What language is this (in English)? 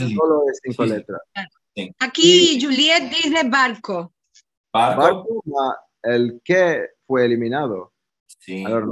Ladino